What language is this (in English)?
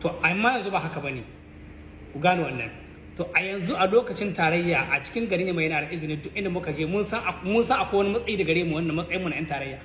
Hausa